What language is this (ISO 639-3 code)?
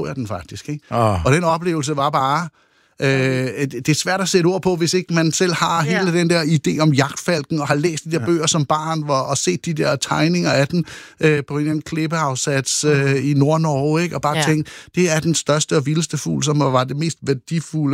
dan